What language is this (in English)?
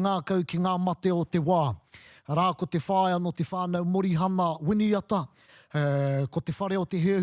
Māori